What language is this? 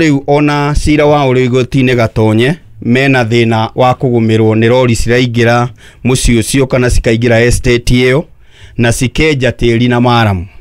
Kikuyu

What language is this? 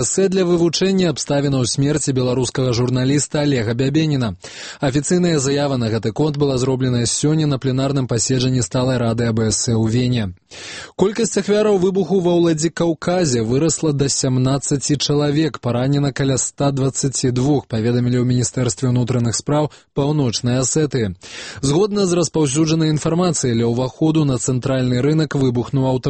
Belarusian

